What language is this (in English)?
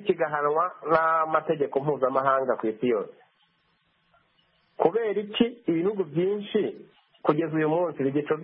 Kinyarwanda